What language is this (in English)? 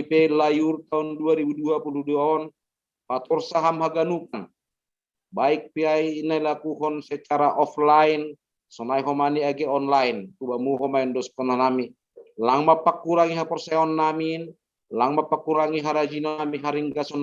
Batak Simalungun